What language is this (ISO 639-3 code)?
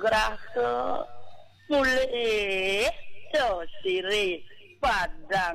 ban